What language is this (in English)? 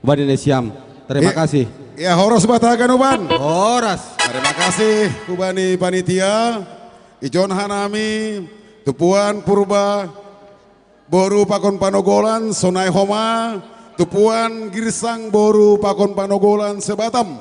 Batak Simalungun